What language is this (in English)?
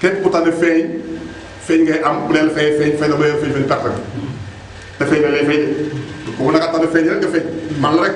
Wolof